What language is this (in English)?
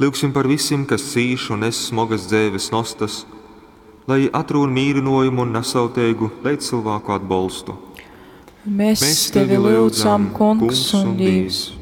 Latgalian